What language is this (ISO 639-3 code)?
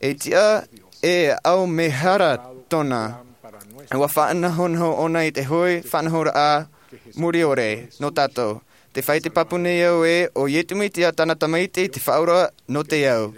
tah